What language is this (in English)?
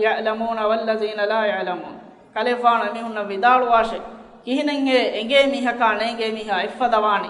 Divehi